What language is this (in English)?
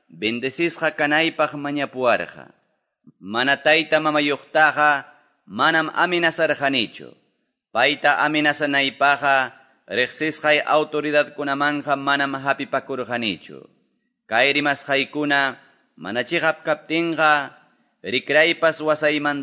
Quechua